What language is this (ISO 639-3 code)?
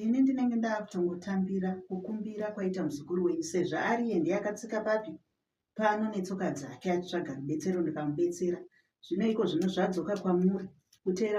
sna